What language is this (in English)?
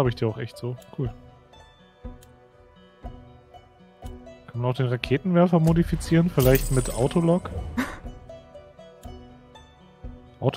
German